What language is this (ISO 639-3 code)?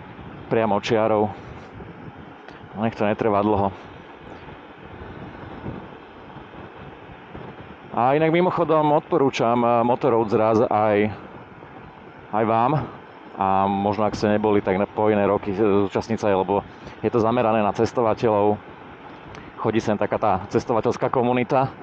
slk